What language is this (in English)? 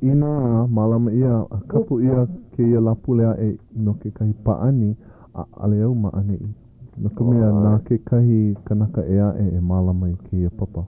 Hawaiian